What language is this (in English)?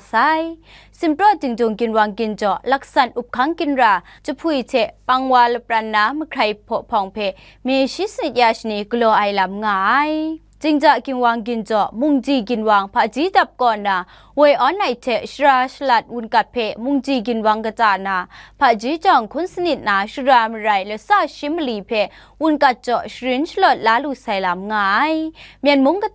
Kachin